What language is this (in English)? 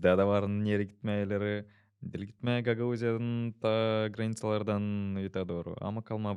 Gagauz